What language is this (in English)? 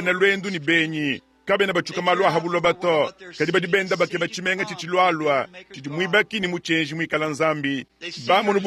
Luba-Lulua